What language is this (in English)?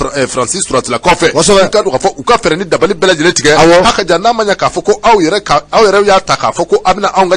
Bambara